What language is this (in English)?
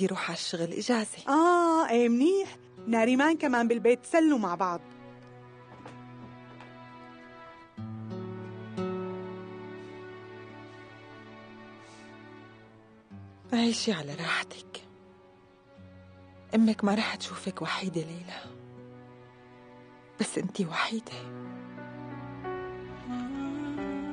North Levantine Arabic